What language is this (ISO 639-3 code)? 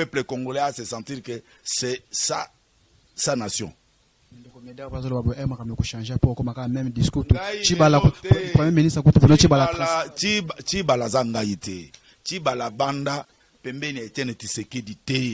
lin